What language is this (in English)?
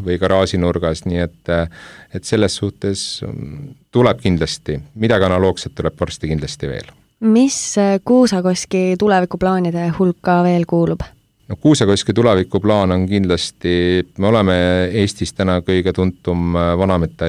Estonian